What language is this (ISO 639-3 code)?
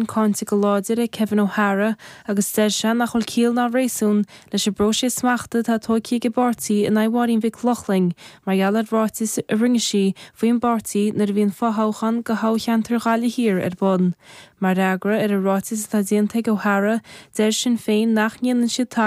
gle